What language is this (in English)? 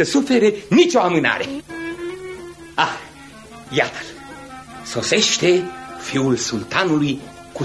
Romanian